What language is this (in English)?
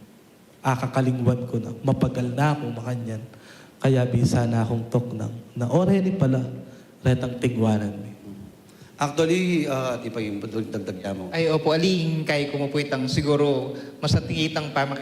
Pampanga